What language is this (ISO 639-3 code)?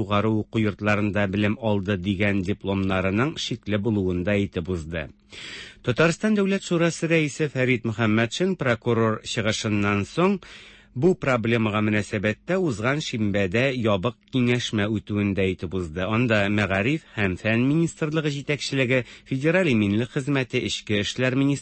tat